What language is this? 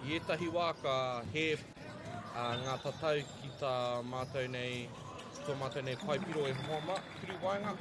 Māori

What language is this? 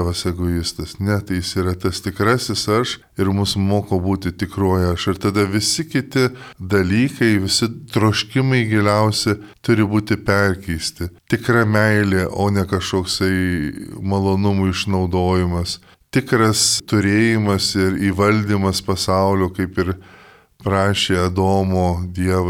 Lithuanian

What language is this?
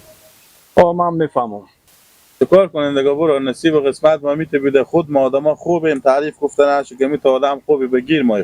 Hazaragi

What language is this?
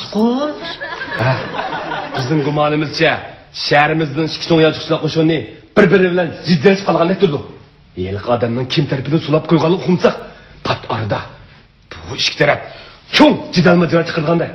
Uyghur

